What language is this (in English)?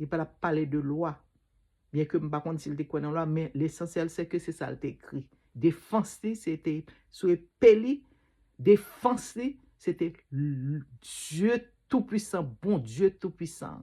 Haitian Creole